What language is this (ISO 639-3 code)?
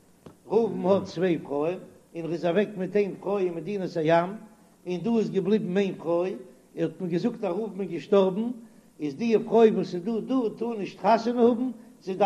yid